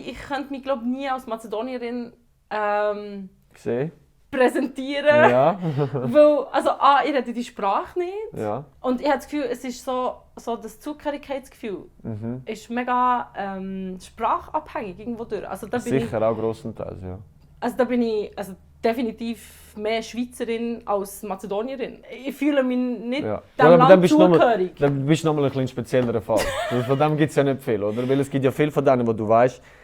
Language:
Swiss German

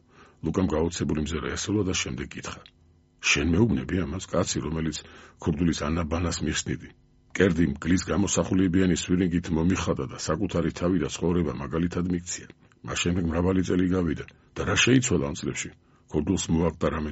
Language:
Georgian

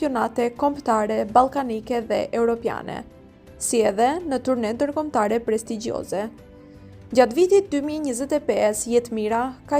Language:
Albanian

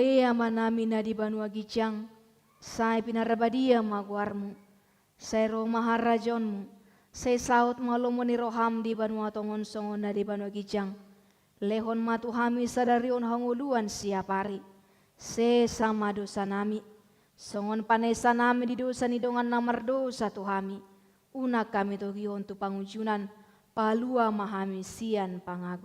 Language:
Batak Toba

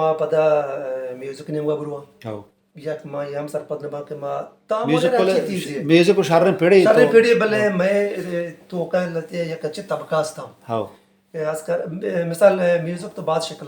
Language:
Baluchi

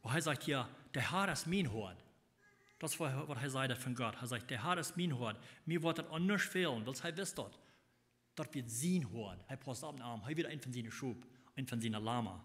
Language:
Plautdietsch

